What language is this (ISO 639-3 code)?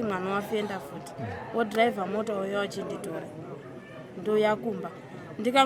sna